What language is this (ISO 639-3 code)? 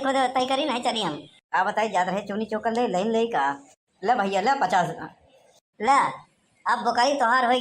awa